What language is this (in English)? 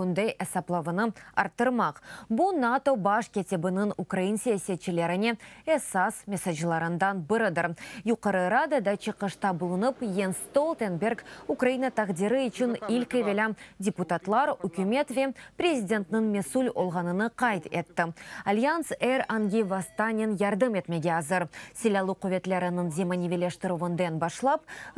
Crimean Tatar